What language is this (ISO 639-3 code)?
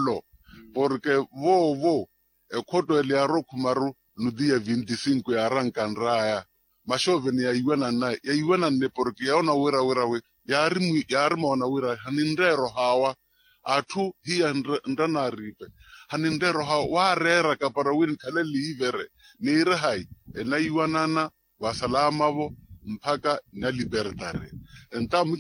vmw